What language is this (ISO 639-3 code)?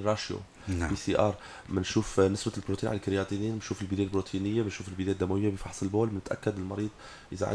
apc